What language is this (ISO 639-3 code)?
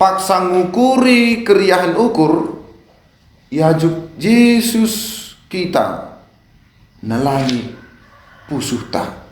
btx